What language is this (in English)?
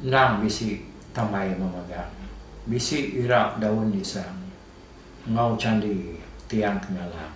Iban